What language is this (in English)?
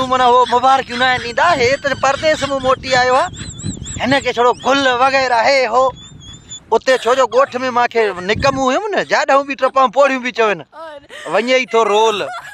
Sindhi